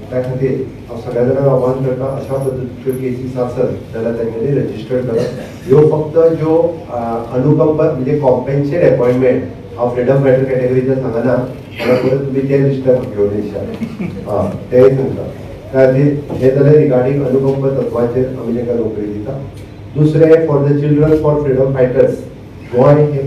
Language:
Konkani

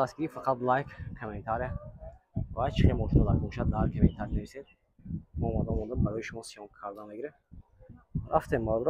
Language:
Tajik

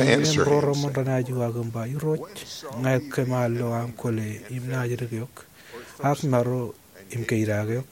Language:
Marshallese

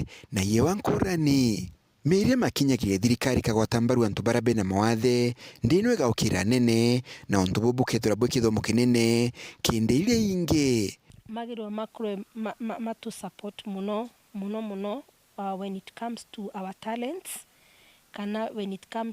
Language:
Meru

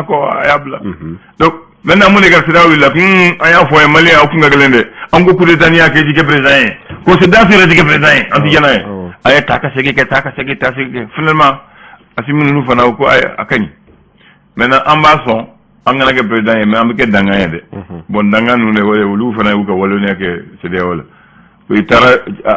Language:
Bambara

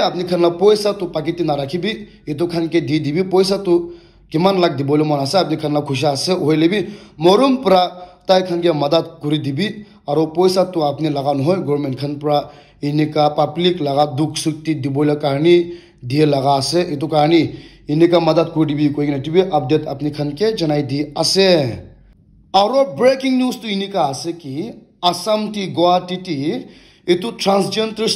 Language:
Naga Pidgin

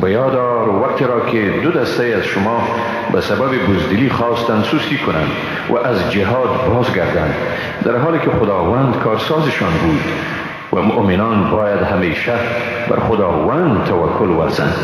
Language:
Persian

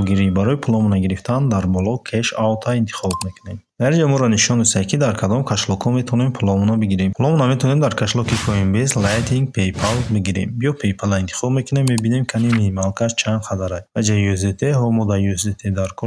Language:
Tajik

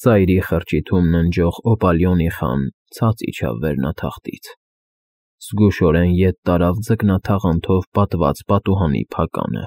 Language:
Armenian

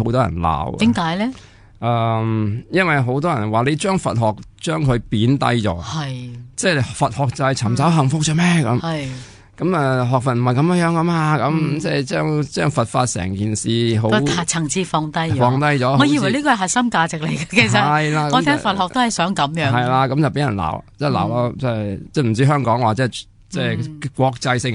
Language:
Cantonese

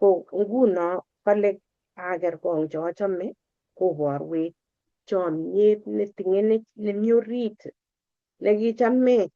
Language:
Kalenjin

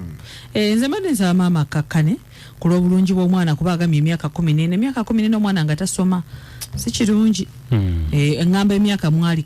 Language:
Ganda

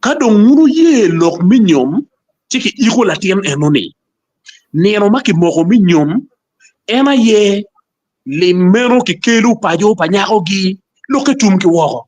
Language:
Acoli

